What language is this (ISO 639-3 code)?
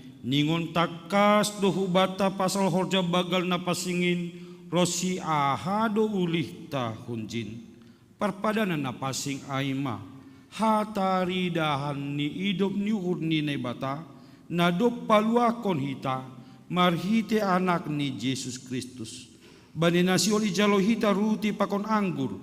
bts